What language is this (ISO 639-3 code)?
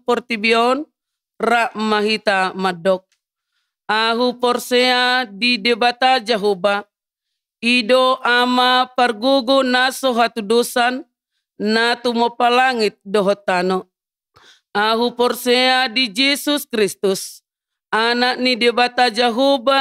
bbc